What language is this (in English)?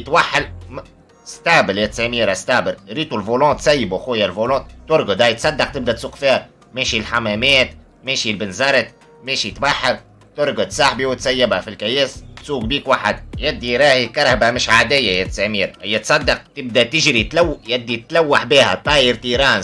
Tunisian Arabic